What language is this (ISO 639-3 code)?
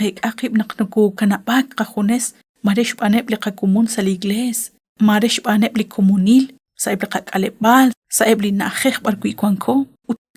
kek